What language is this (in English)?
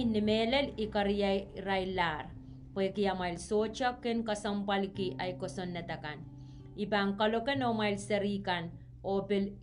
Pohnpeian